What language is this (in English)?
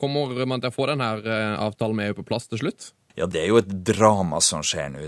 Norwegian